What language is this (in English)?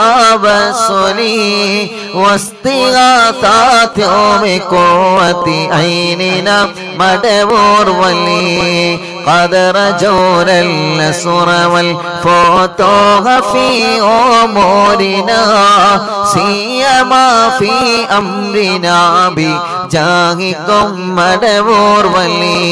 Malayalam